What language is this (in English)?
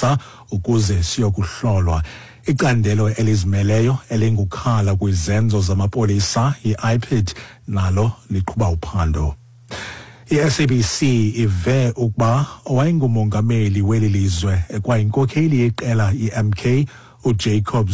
Xhosa